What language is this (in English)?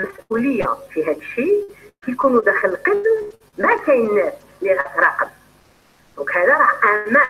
Algerian Arabic